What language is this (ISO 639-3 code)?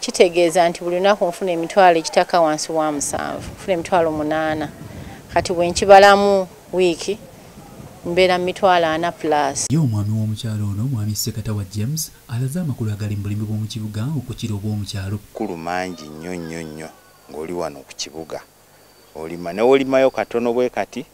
lug